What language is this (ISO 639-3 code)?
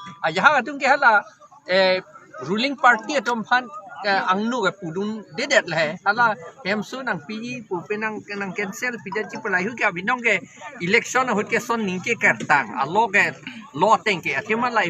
mjw